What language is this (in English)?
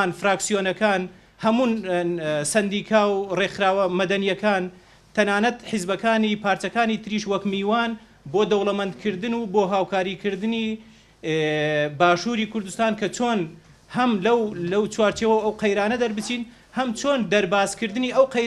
Central Kurdish